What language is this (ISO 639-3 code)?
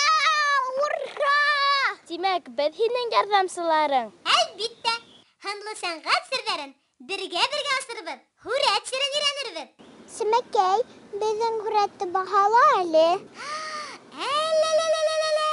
bak